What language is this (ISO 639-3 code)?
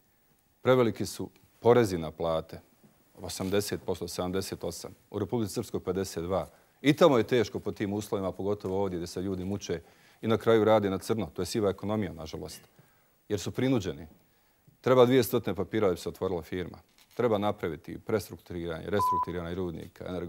bos